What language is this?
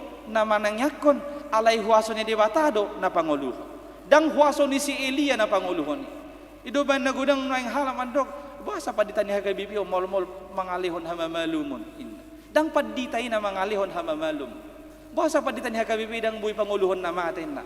Batak Toba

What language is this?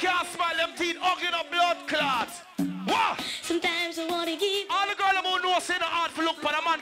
Jamaican Creole English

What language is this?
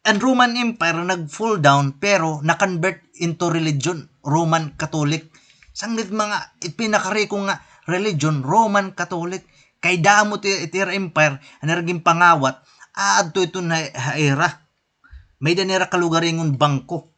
Waray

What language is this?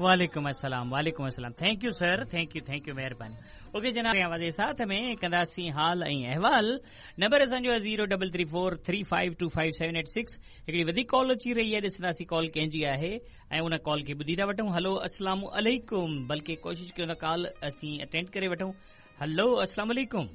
Sindhi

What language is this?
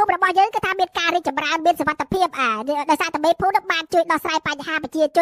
Khmer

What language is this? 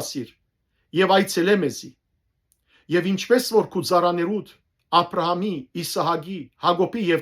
Western Armenian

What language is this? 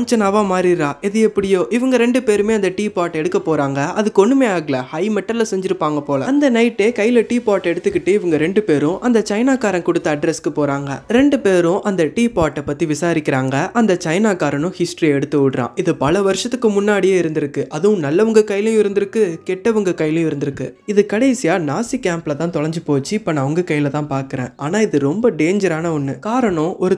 Tamil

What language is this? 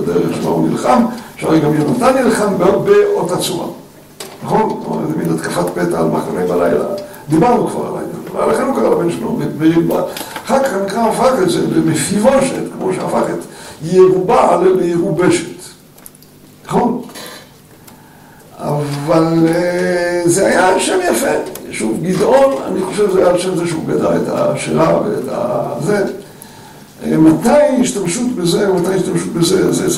Hebrew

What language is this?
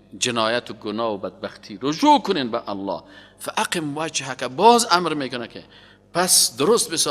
Persian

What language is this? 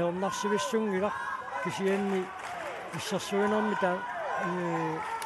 Kalaallisut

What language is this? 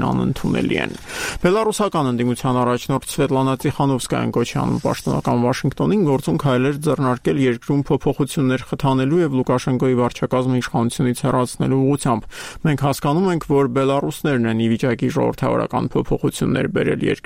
Armenian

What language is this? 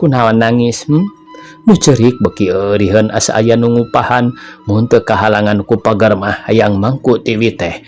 Sundanese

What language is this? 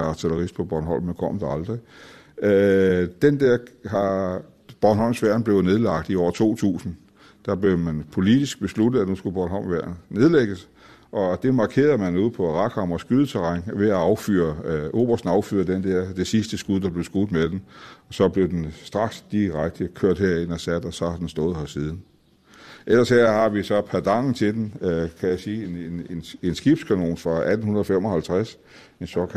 Danish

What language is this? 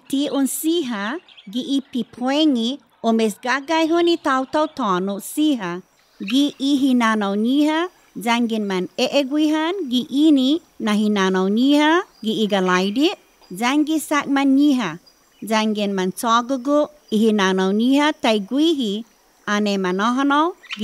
Chamorro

